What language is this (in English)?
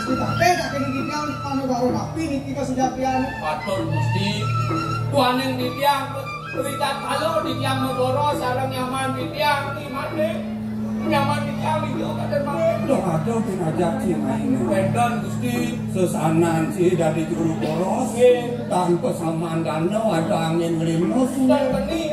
Balinese